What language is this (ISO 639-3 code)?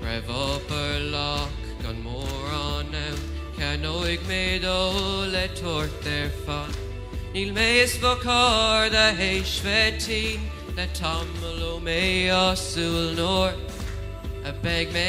gle